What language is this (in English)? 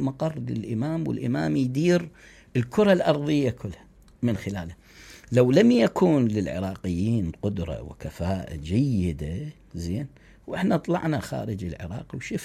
Mesopotamian Arabic